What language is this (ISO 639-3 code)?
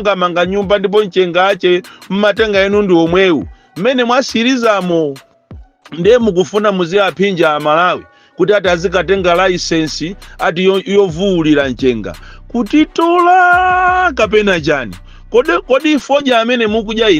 nya